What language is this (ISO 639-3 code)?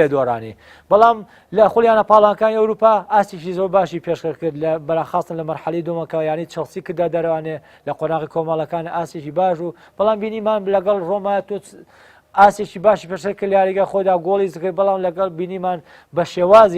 ckb